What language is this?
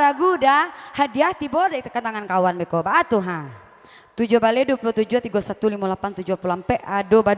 Minangkabau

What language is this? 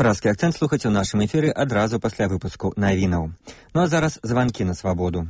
Belarusian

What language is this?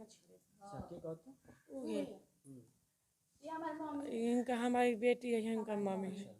Bhojpuri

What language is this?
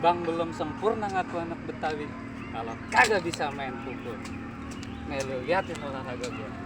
Betawi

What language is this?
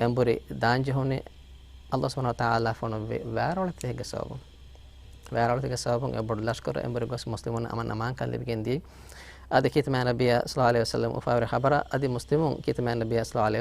Divehi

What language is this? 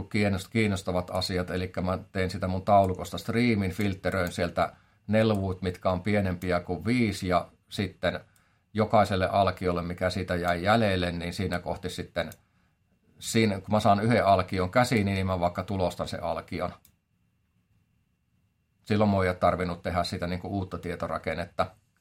Finnish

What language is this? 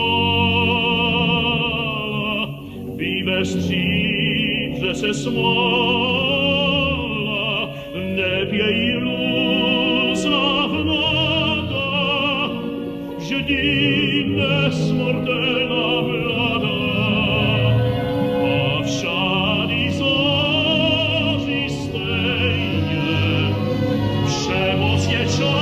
Czech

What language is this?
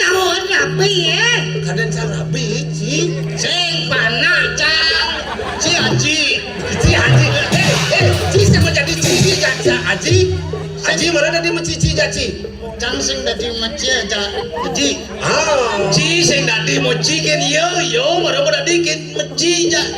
Balinese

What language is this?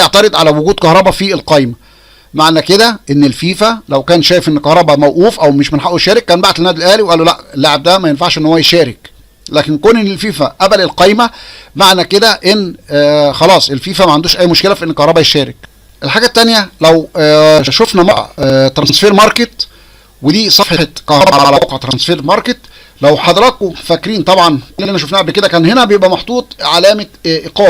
Egyptian Arabic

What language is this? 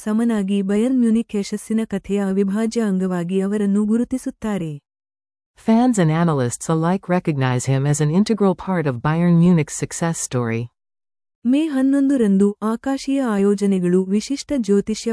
Kannada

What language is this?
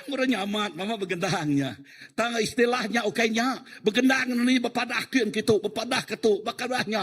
Iban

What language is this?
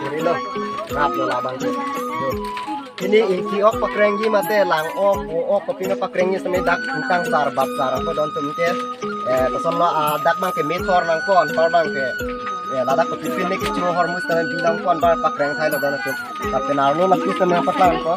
Karbi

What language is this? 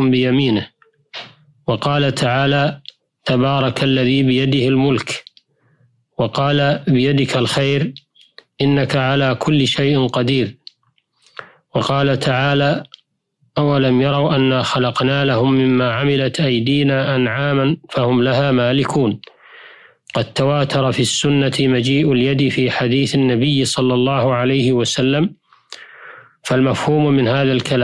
Arabic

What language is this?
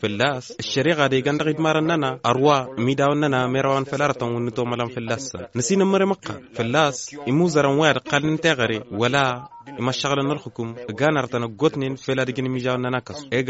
Tamasheq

